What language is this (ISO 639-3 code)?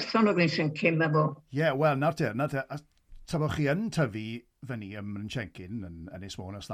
cym